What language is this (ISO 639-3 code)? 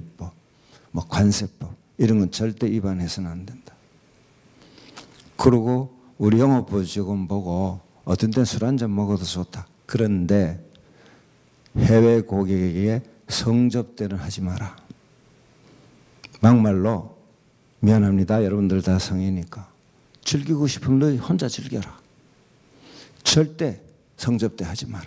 kor